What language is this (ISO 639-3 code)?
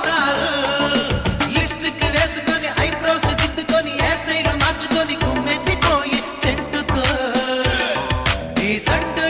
tel